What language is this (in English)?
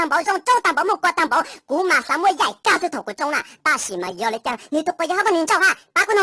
Hmong